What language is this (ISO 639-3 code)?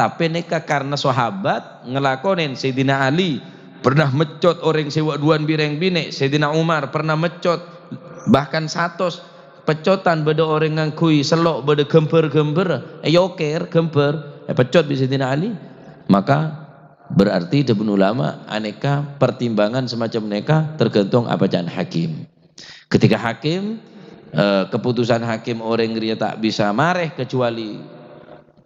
mad